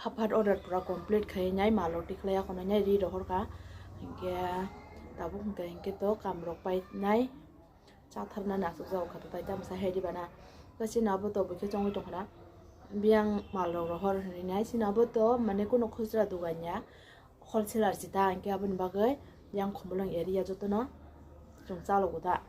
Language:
Kok Borok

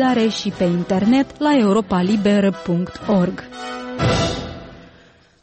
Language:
Romanian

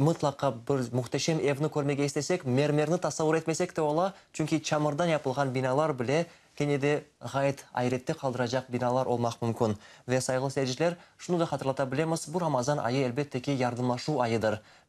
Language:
Crimean Tatar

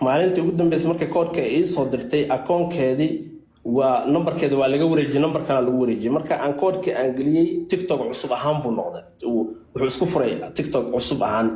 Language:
Somali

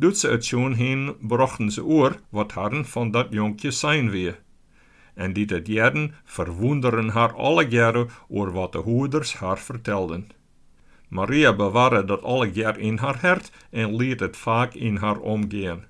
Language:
Western Frisian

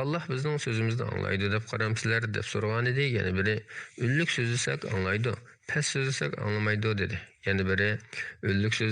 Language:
Uyghur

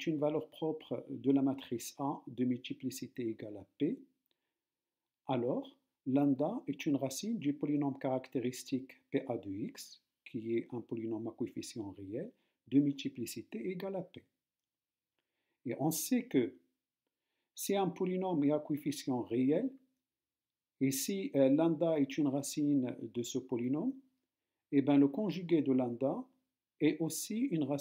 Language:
French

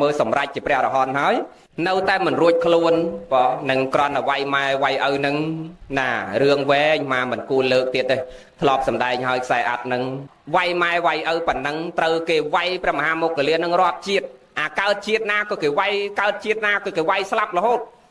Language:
Khmer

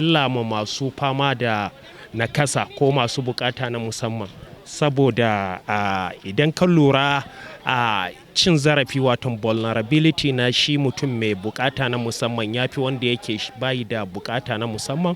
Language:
Hausa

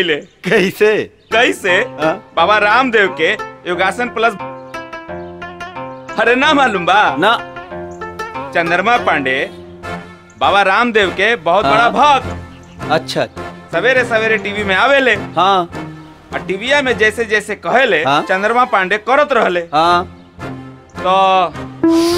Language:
Bhojpuri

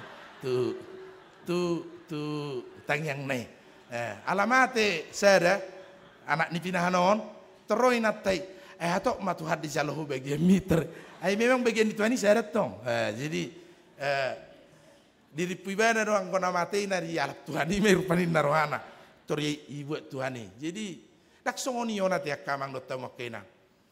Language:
Batak Toba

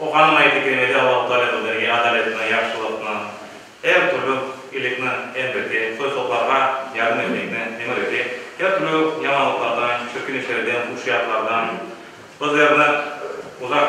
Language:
Crimean Tatar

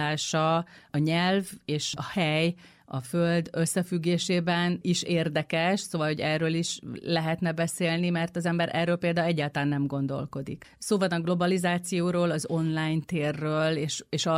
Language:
Hungarian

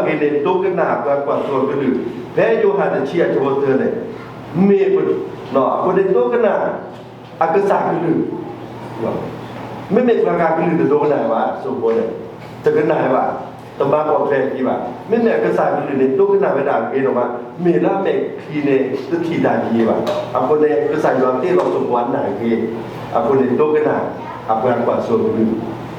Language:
S'gaw Karen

